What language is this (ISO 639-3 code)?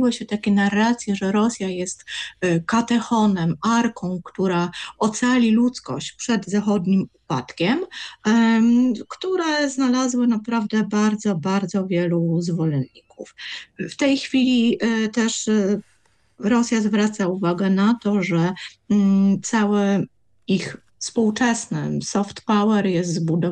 pol